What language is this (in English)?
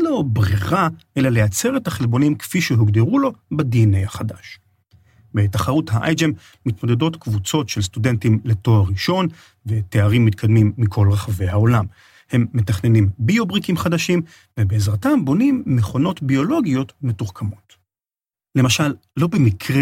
Hebrew